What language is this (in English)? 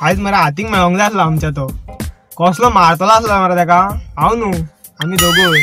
Konkani